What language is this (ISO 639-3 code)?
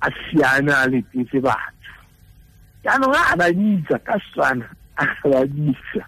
tsn